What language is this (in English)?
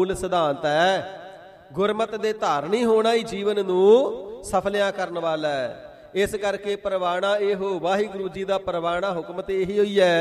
Punjabi